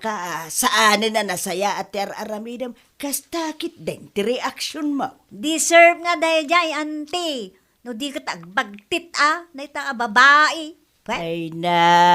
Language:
Iloko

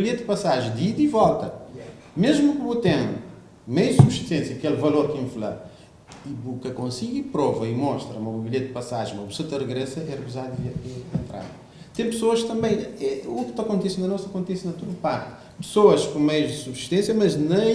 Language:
Kabuverdianu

